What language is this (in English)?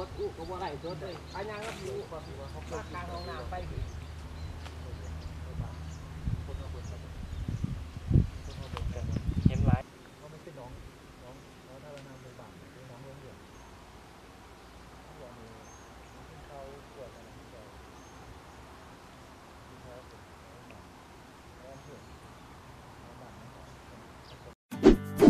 Thai